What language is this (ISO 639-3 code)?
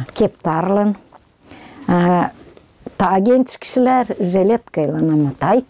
gag